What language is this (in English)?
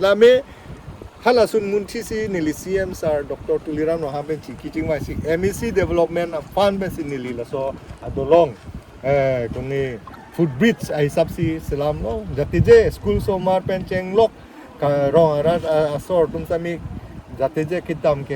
Karbi